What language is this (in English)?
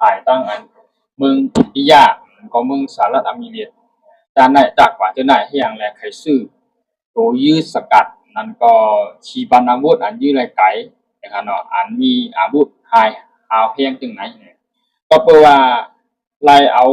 Shan